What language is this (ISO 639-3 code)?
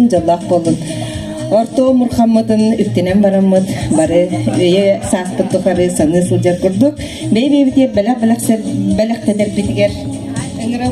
sah